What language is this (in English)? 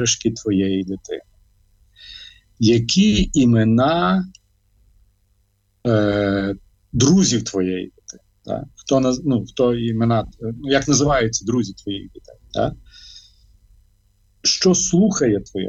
Ukrainian